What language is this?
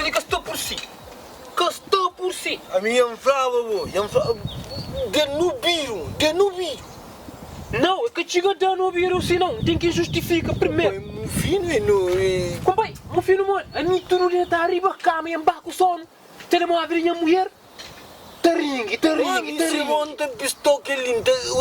Kabuverdianu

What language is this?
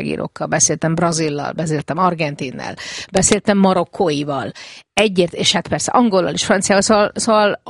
Hungarian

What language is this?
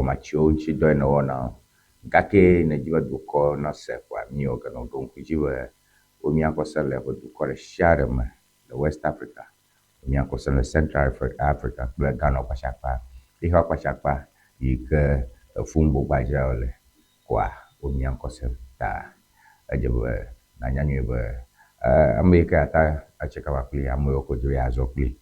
Ewe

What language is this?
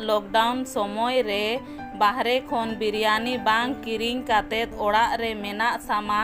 Santali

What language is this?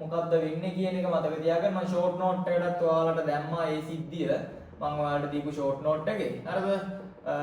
Sinhala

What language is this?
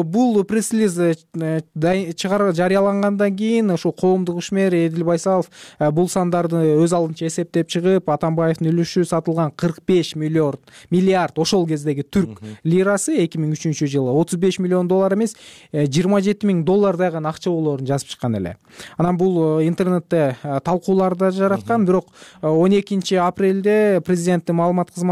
Kyrgyz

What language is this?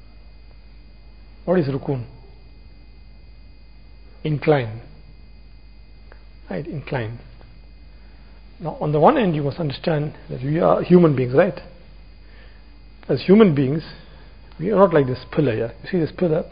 English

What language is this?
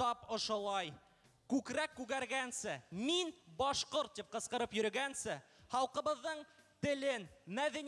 Bashkir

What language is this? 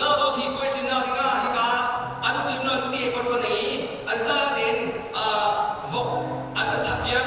Falam Chin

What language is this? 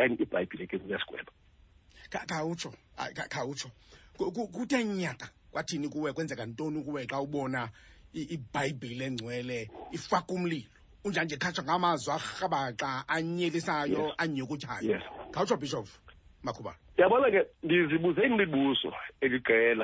Xhosa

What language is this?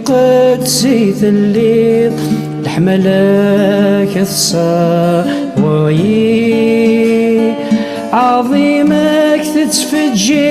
Kabyle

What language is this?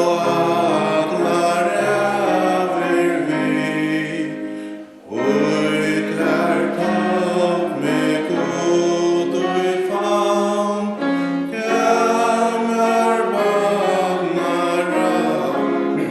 Faroese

